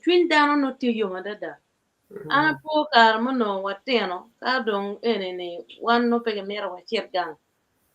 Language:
Acoli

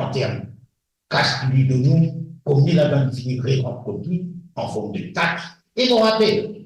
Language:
Morisyen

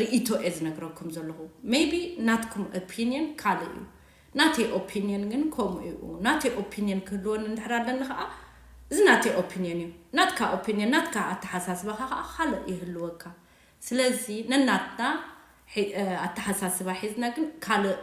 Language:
Tigrinya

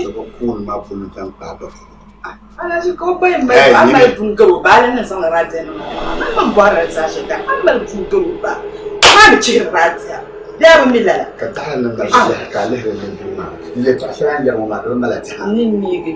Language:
Dagbani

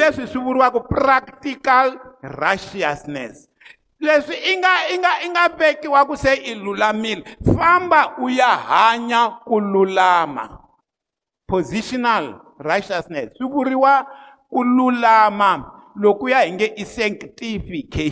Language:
Tsonga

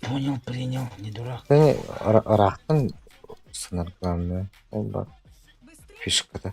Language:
Yakut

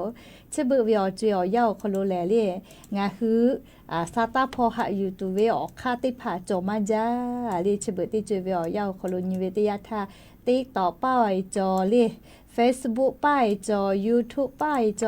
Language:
Lahu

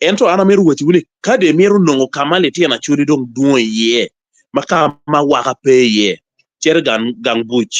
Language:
Acoli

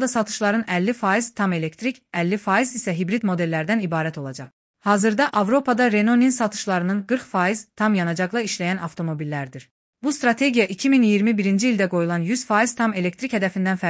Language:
Azerbaijani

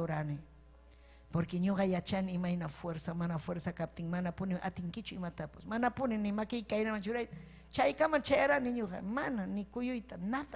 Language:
Ayacucho Quechua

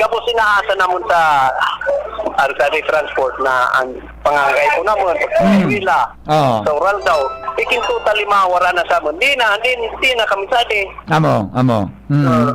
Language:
Bikol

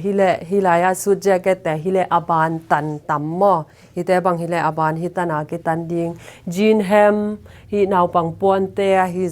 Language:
Tedim Chin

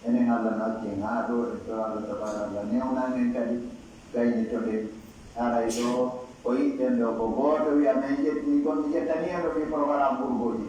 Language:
Pular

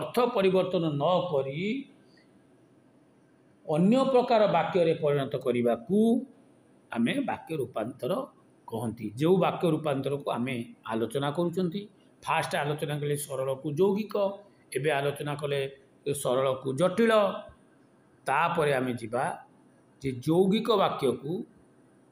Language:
Odia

